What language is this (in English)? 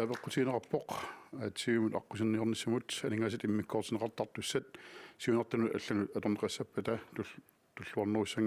Kalaallisut